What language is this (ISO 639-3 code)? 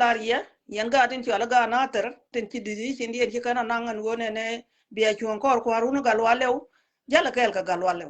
nus